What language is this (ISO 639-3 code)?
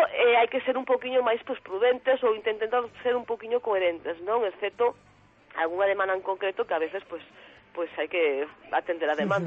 glg